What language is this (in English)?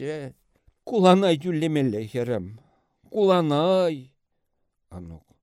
Chuvash